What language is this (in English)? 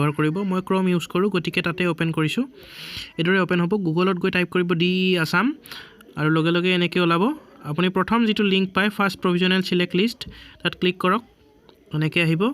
Assamese